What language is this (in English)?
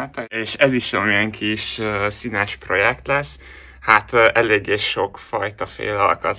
Hungarian